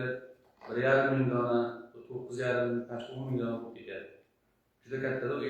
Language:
Uzbek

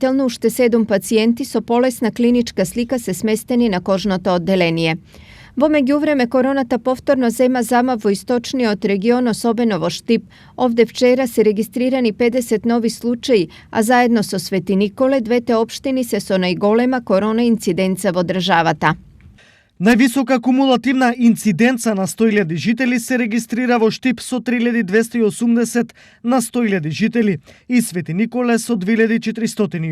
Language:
Macedonian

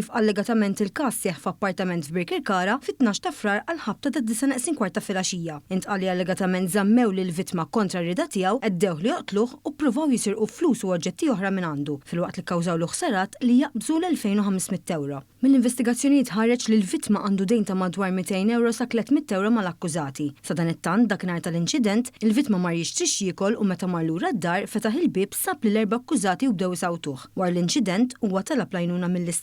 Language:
Maltese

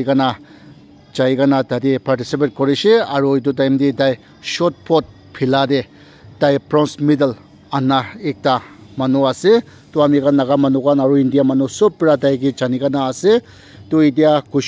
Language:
Naga Pidgin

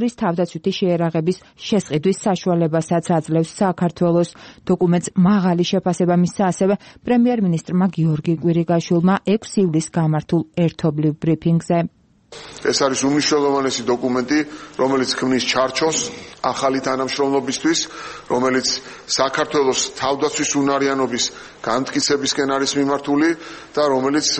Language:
Georgian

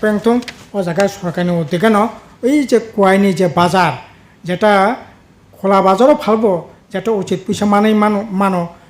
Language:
Kok Borok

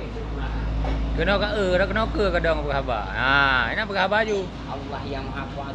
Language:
Achinese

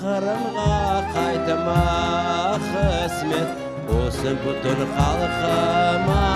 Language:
Crimean Tatar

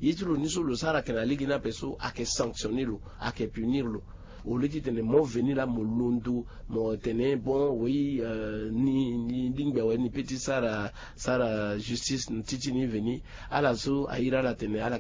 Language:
Sango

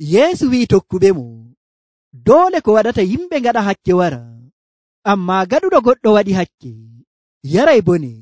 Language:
Nigerian Fulfulde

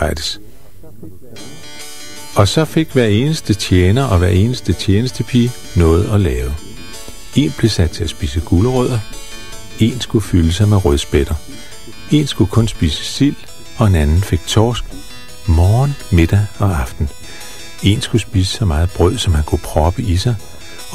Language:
Danish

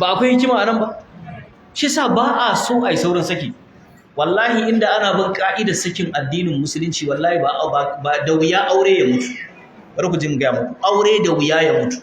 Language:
Hausa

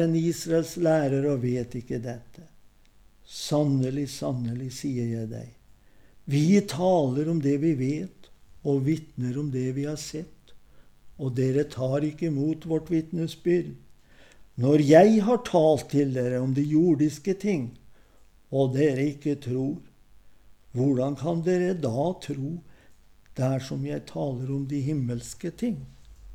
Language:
Norwegian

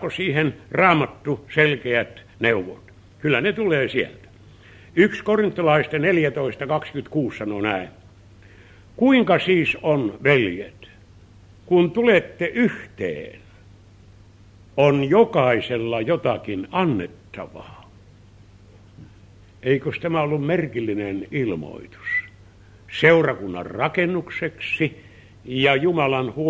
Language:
Finnish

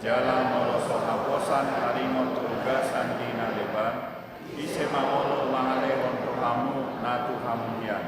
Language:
Batak Toba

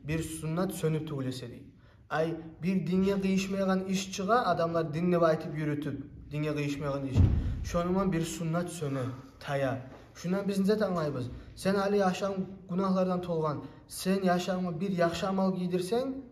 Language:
Kumyk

